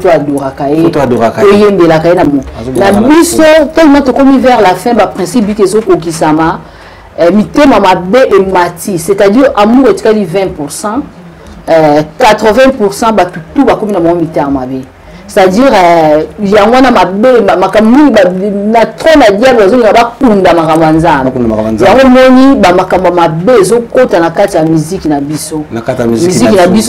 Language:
Lingala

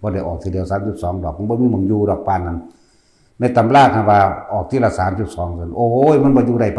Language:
Northeastern Thai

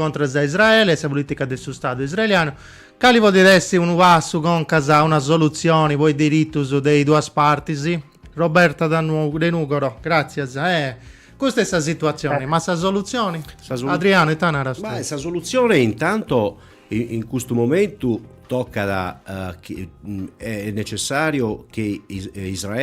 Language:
Sardinian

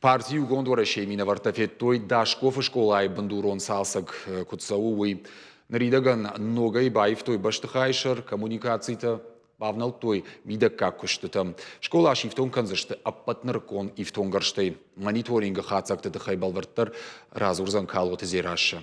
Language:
Ossetic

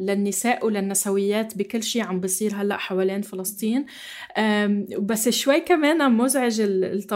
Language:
North Levantine Arabic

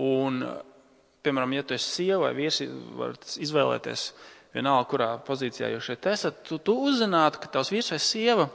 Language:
Latvian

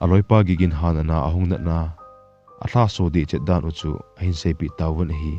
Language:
Thado Chin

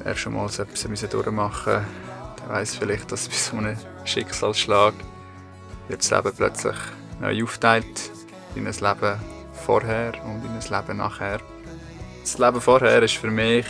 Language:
Swiss German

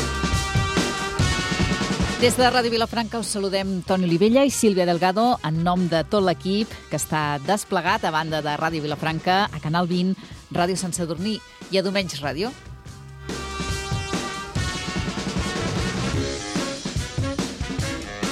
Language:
Catalan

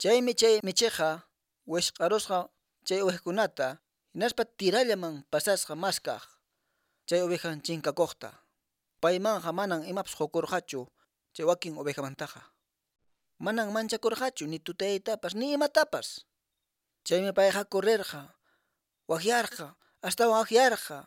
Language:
Quechua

